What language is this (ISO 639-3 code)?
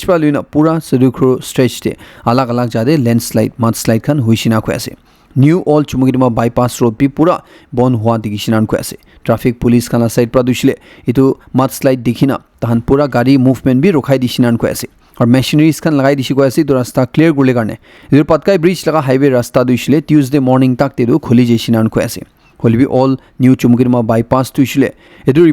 nag